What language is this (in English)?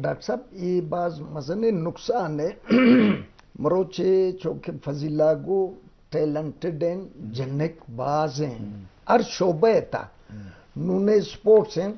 Eastern Balochi